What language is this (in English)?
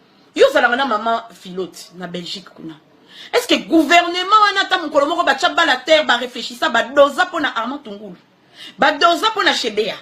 Lingala